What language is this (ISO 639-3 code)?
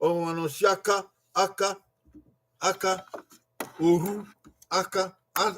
bin